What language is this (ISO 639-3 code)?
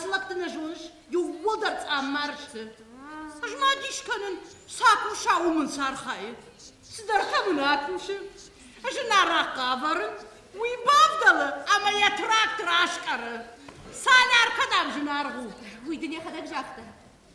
oss